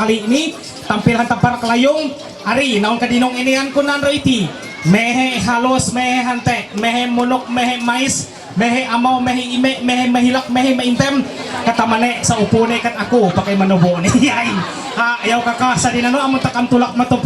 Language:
Ma'anyan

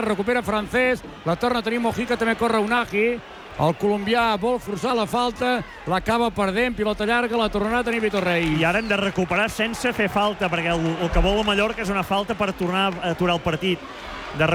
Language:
Catalan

